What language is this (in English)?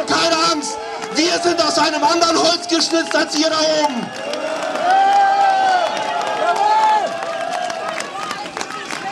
German